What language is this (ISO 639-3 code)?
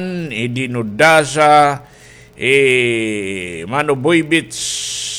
war